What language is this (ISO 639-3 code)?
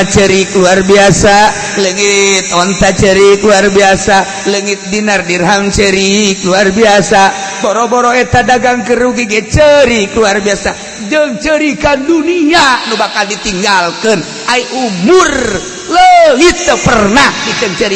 sun